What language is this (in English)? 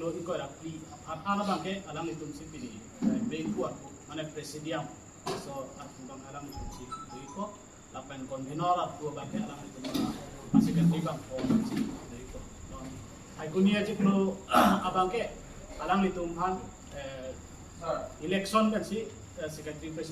Karbi